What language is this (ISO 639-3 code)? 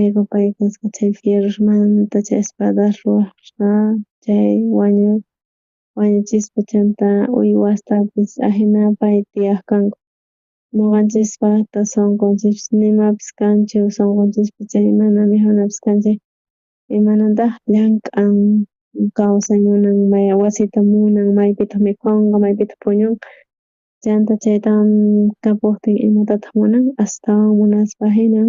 quh